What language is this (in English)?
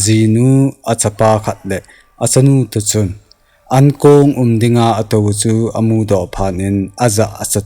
Thado Chin